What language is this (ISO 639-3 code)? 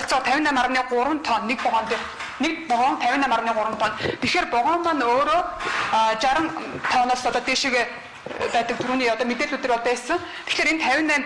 mon